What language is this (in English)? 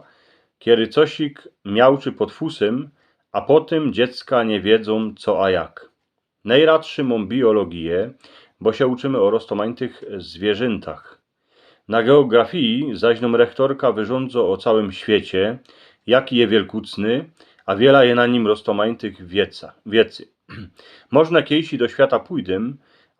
Silesian